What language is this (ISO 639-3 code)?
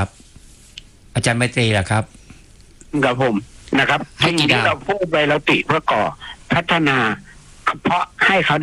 tha